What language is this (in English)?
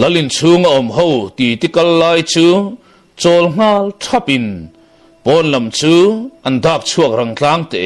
Mizo